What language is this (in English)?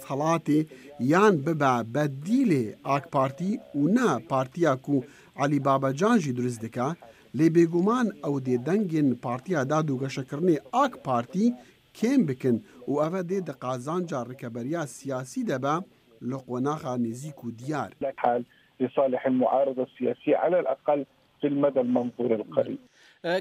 Kurdish